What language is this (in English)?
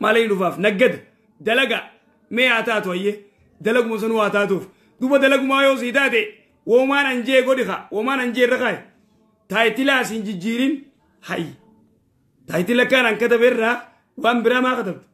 Oromo